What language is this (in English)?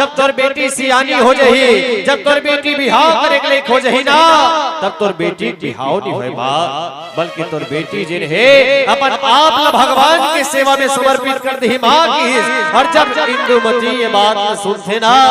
Chhattisgarhi